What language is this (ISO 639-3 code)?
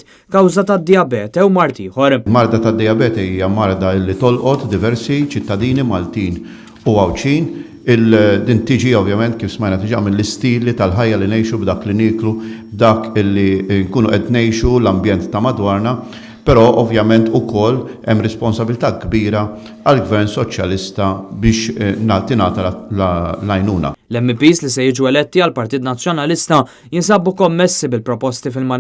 mlt